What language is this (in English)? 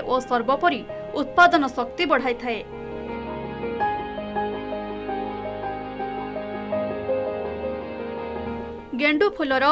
Odia